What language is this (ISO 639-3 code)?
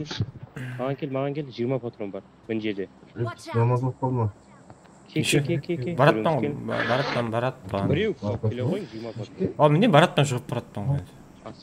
kaa